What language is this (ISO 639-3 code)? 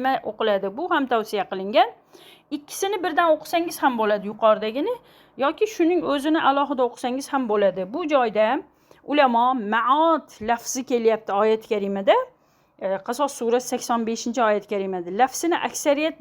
uzb